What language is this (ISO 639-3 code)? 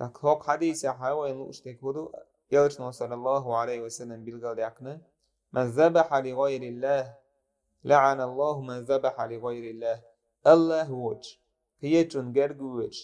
che